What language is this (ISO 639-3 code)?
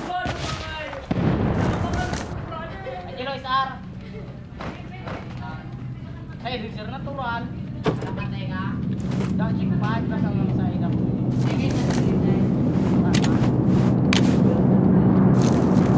fil